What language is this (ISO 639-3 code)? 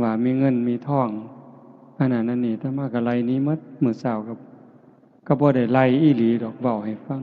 tts